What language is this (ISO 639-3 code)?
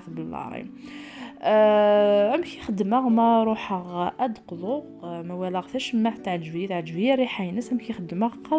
kab